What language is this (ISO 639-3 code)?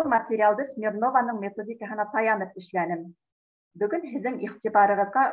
bak